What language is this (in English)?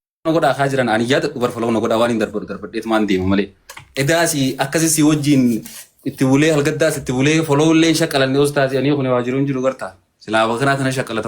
Oromo